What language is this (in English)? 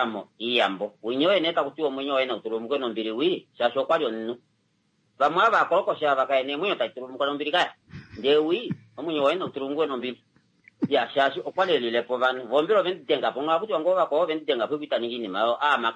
Kuanyama